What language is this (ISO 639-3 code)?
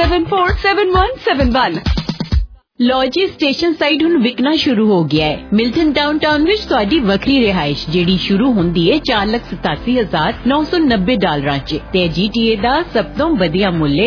pan